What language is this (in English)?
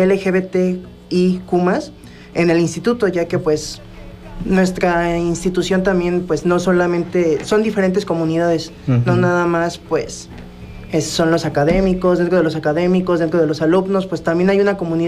Spanish